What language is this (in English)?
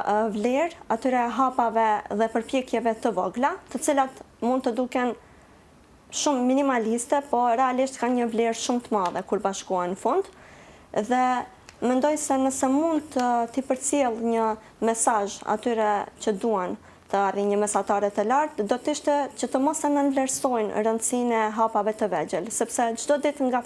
Albanian